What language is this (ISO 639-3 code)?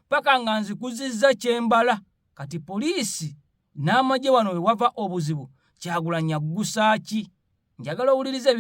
lug